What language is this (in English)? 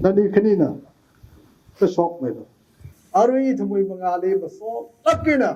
Tangkhul Naga (India)